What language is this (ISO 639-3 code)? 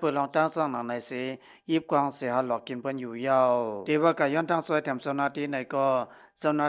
shn